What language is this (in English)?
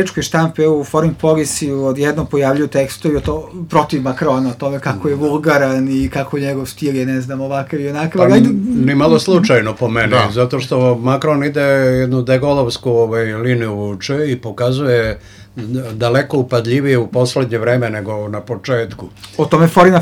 Serbian